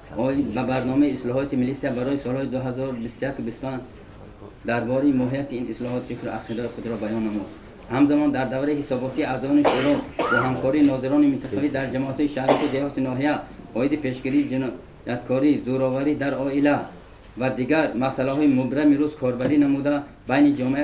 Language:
Tajik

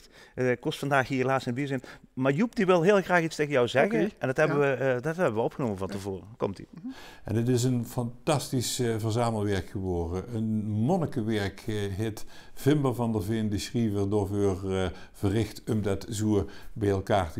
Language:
Limburgish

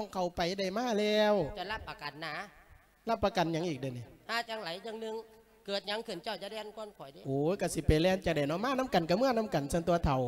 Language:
Lao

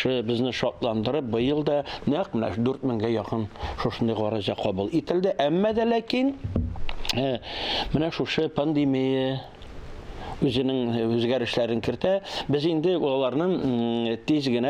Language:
Tatar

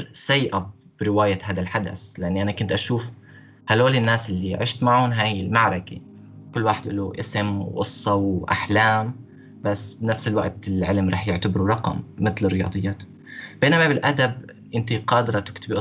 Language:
North Levantine Arabic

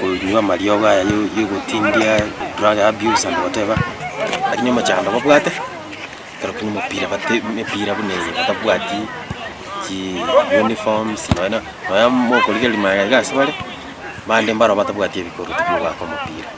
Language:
Gusii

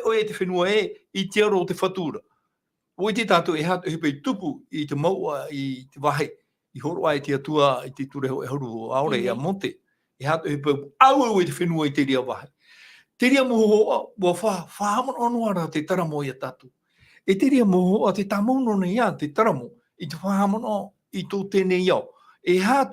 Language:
Tahitian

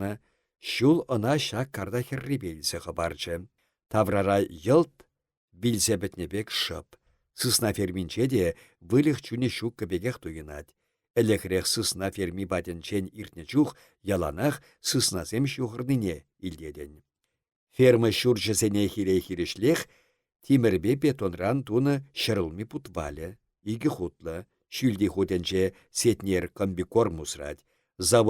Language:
Chuvash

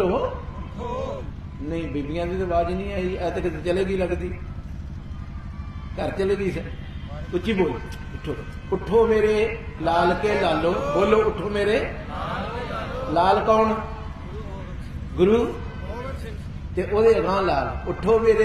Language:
Punjabi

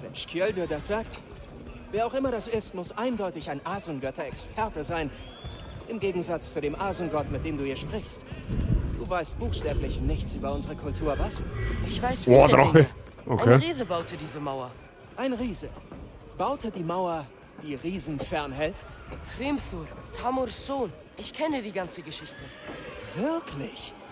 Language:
Bavarian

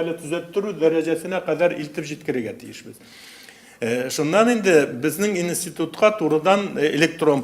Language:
Tatar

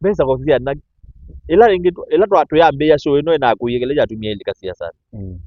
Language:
Kamba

